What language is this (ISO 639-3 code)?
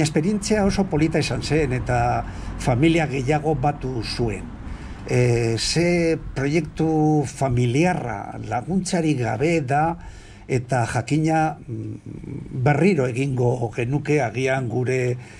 eus